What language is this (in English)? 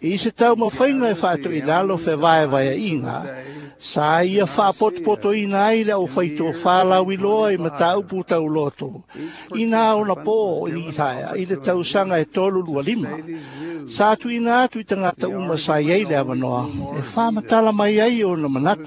Samoan